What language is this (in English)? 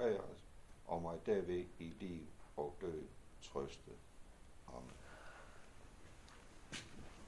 Danish